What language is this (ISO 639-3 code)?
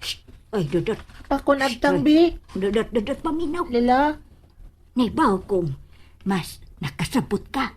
ceb